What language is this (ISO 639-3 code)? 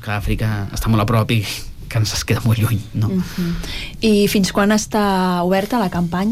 cat